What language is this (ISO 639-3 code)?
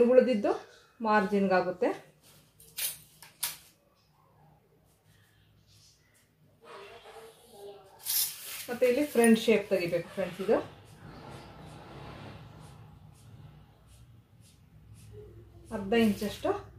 kan